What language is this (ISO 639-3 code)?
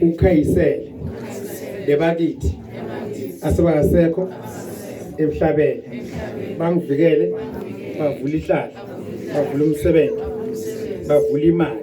zul